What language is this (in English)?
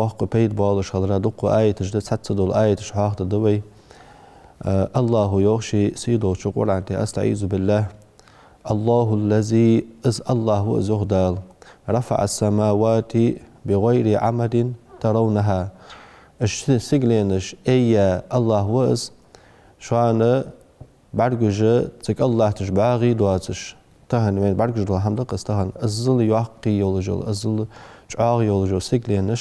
Ingush